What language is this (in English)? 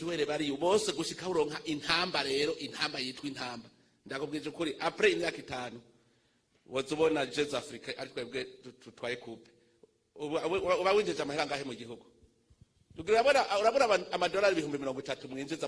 Rundi